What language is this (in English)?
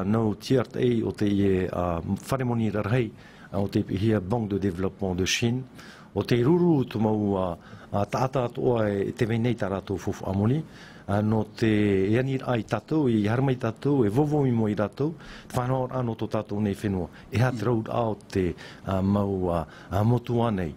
Tahitian